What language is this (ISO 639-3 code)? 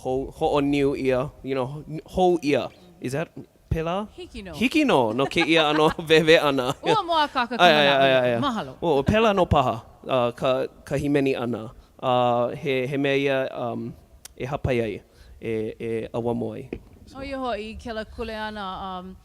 haw